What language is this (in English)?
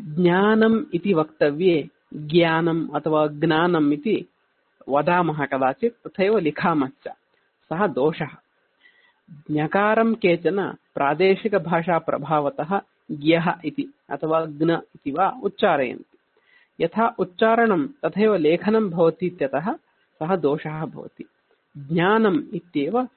Sanskrit